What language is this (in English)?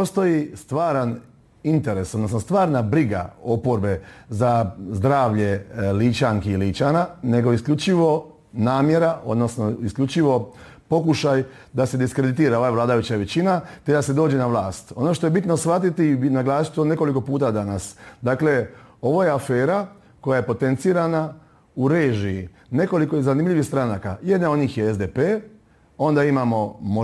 Croatian